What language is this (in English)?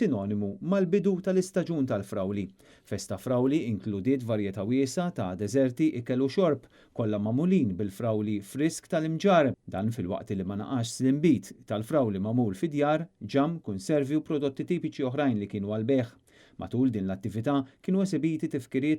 Maltese